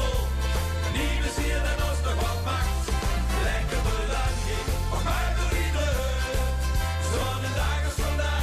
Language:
Limburgish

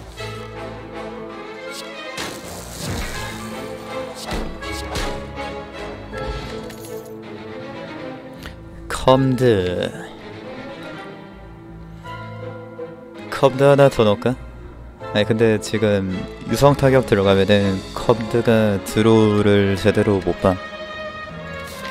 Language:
Korean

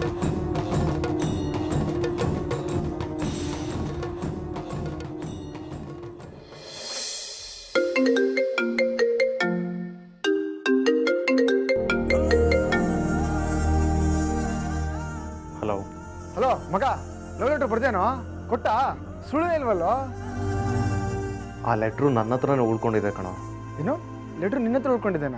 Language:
Kannada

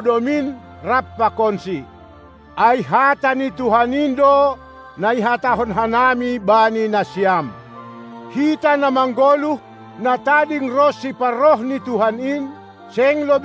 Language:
Batak Simalungun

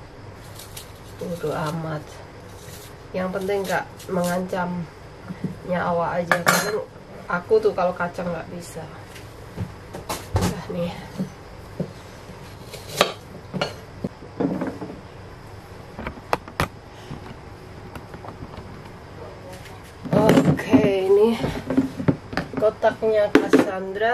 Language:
Indonesian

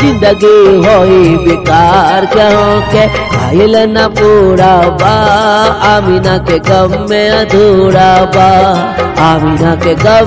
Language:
Bhojpuri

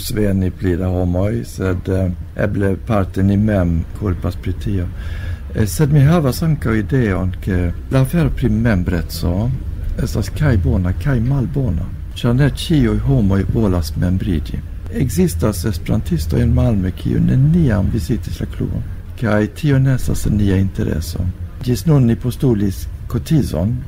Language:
Esperanto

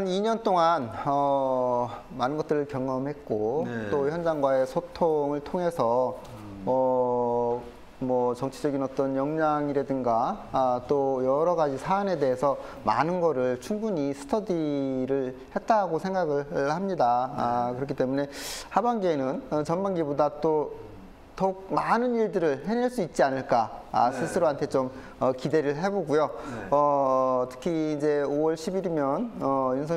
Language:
Korean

